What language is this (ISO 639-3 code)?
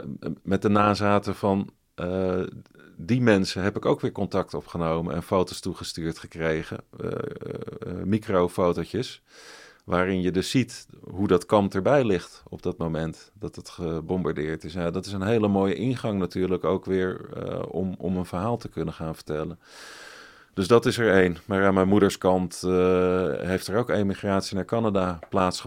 nld